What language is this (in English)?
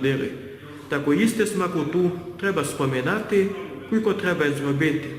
Rusyn